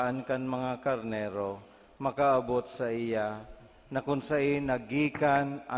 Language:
Bikol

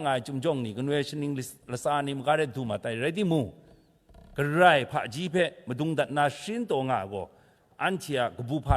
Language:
Kachin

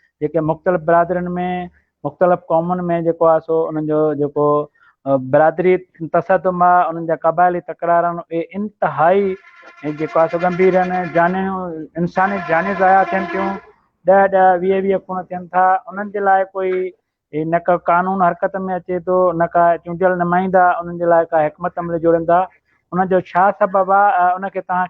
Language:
Sindhi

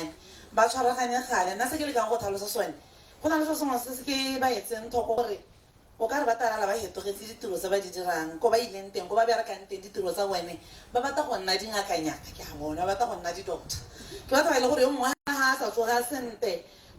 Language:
Tswana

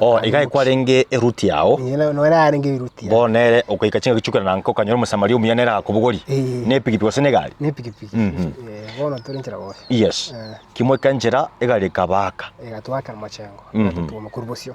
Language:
Gusii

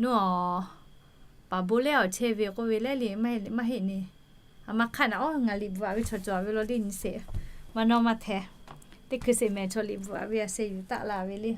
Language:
Lahu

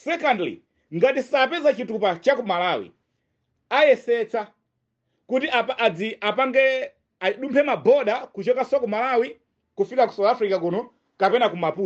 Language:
Nyanja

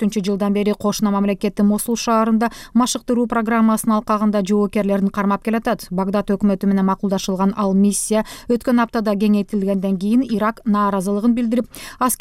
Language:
Kyrgyz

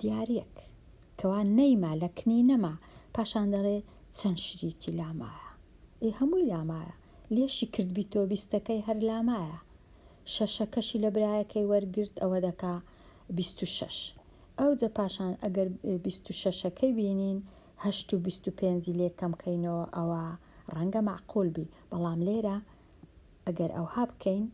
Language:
Central Kurdish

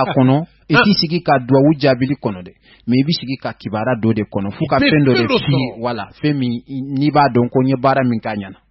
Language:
Bambara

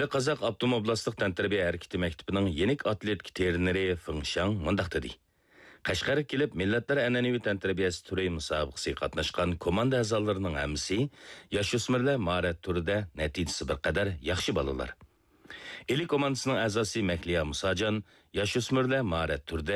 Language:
Uyghur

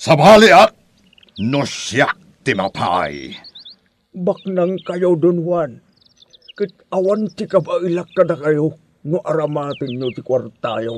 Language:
Iloko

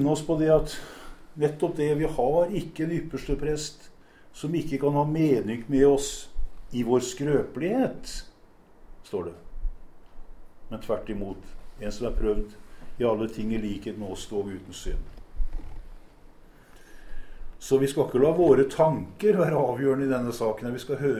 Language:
Norwegian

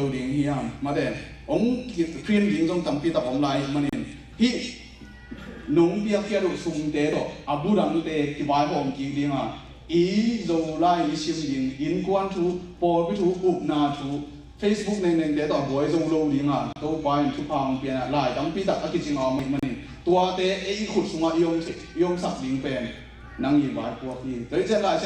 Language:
Tedim Chin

